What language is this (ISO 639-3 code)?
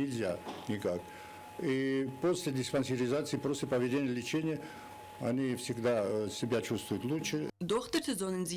oss